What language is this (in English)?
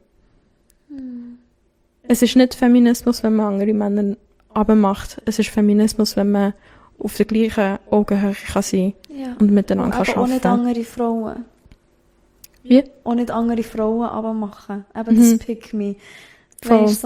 German